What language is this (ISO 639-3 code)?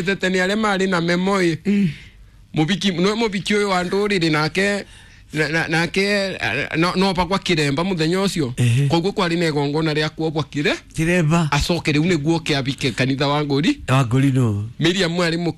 kik